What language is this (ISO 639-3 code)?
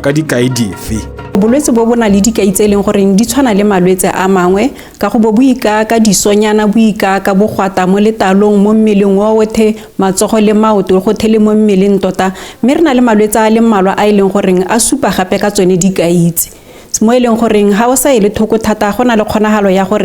tsn